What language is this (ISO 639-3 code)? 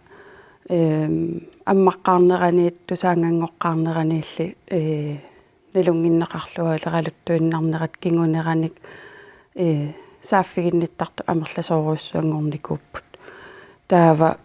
kal